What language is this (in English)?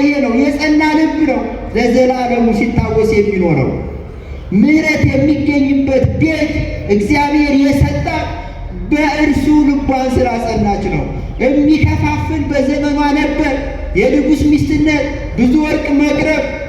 Amharic